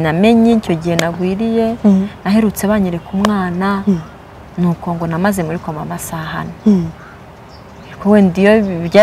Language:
Kinyarwanda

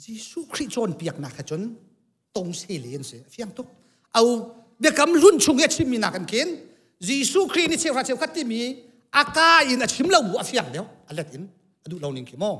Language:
Hakha Chin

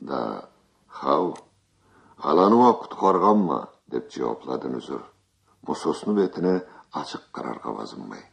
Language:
Karachay-Balkar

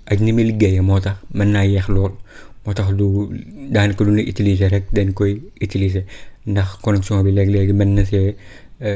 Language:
Wolof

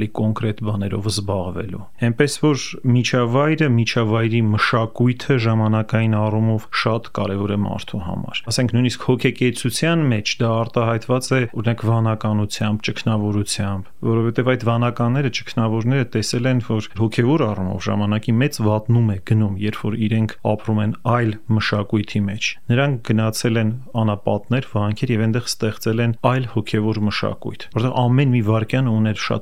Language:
Armenian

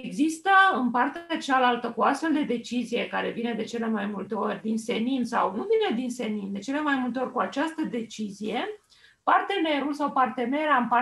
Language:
Romanian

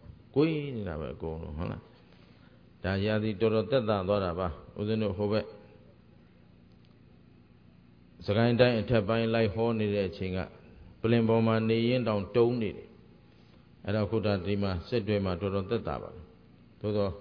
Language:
Burmese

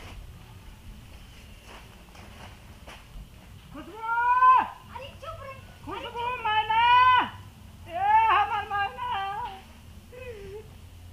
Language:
Bhojpuri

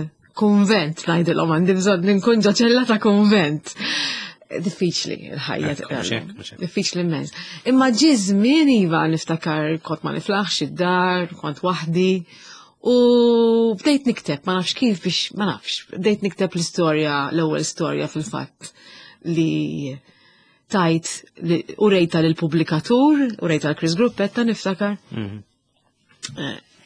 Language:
Maltese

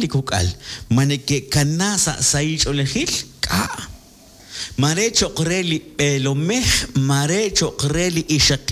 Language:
Kekchí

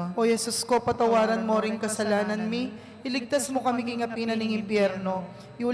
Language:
Pampanga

